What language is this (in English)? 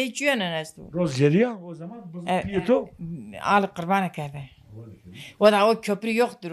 Zaza